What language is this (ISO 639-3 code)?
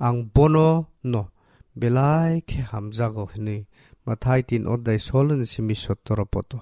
trp